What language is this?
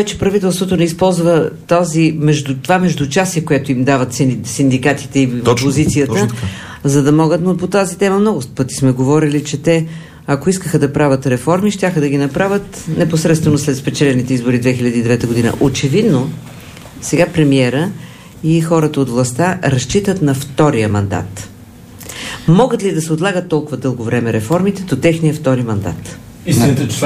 Bulgarian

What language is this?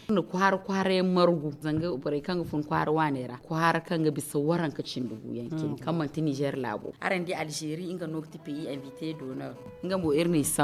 Zarma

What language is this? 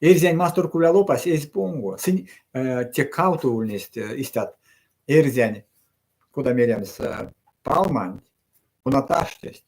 Erzya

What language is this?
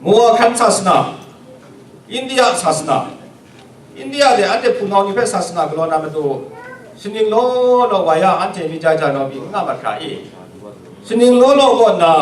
Kachin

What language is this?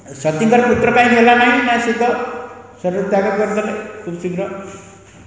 Odia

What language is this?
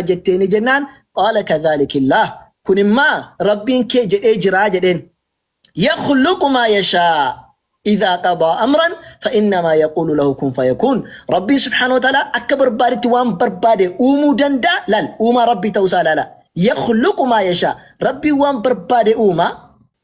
Oromo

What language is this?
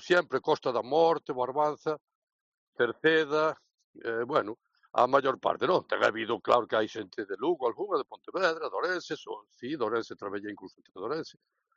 Galician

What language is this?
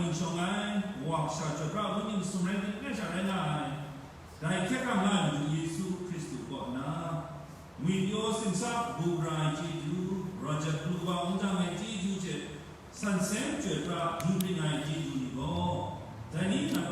Kachin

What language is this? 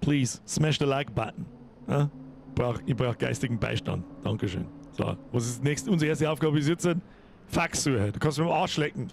Bavarian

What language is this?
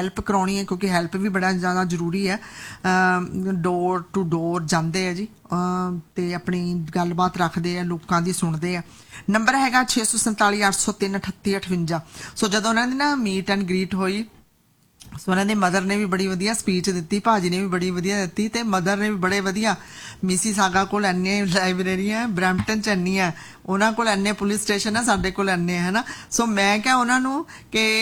Punjabi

